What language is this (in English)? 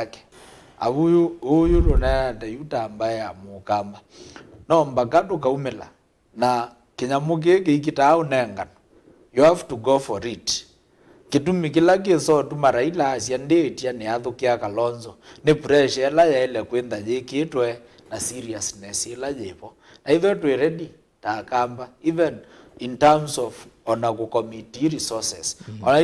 Kamba